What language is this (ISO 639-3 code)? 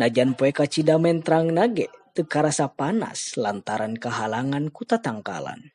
sun